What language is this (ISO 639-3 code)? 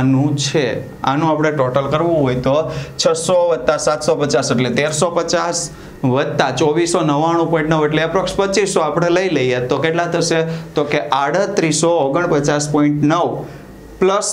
guj